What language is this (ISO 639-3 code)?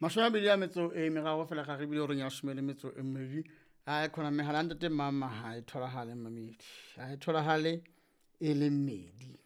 sot